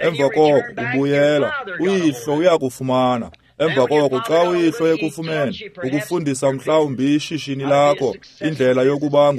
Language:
Xhosa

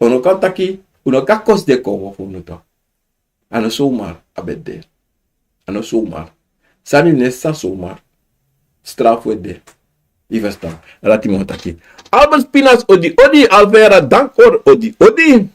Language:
Sranan Tongo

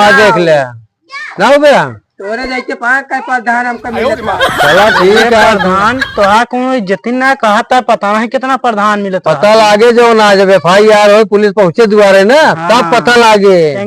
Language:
Awadhi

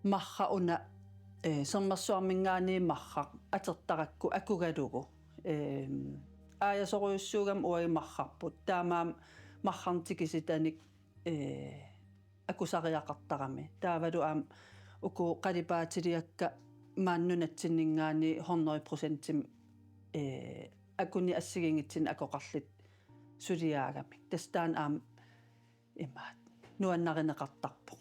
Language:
Kalaallisut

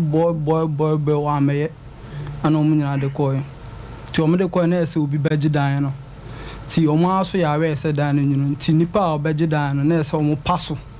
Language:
Akan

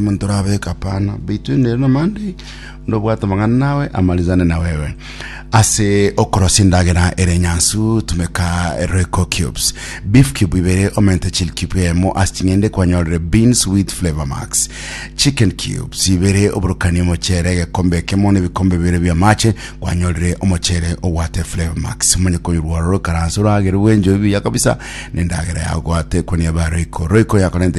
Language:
Gusii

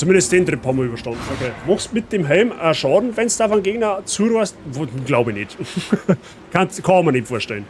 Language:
Bavarian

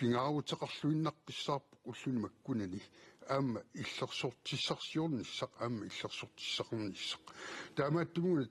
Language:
Kalaallisut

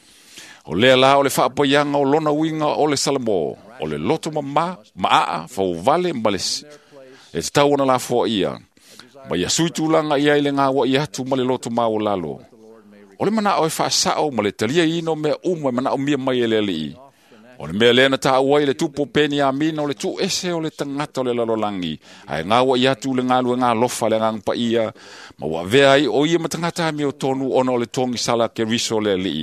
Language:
Samoan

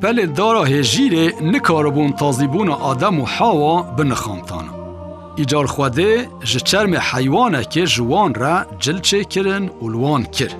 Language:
Kurdish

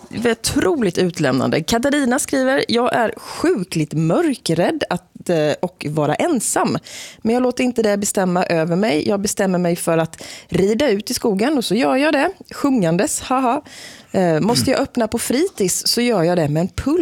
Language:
Swedish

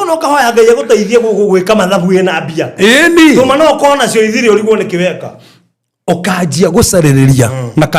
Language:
Kikuyu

